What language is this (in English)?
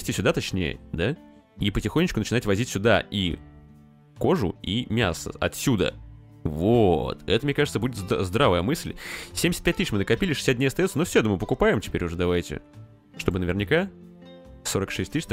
Russian